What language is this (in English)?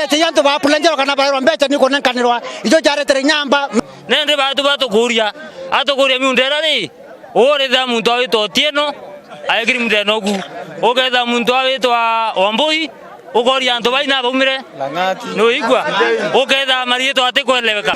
Meru